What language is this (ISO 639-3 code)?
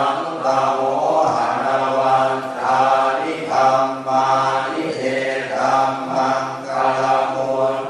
pli